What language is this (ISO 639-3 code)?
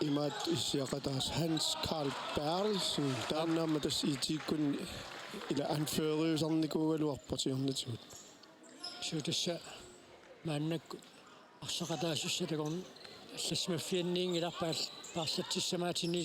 kal